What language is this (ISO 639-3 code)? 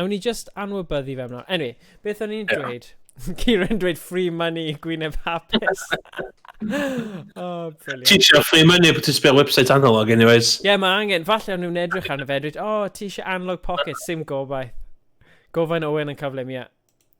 cym